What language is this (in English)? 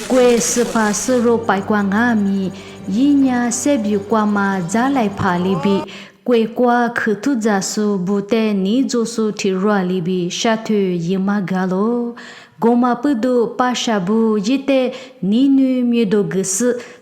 Lisu